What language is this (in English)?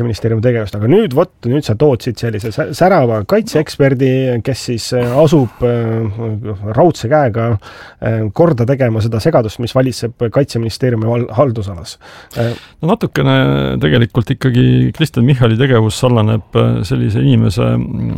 Estonian